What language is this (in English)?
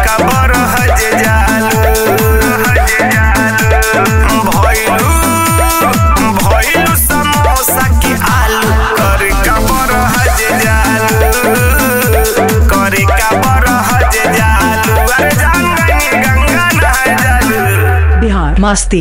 Bhojpuri